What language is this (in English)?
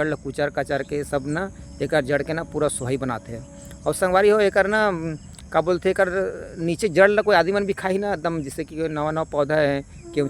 Chhattisgarhi